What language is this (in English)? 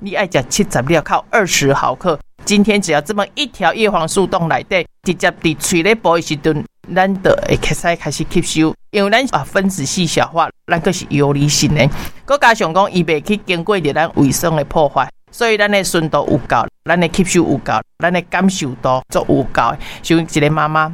Min Nan Chinese